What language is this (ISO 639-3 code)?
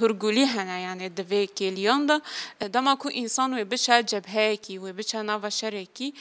kur